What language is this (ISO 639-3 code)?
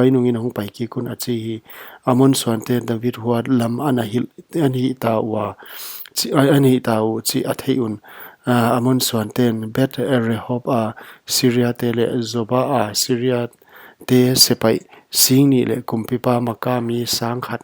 pck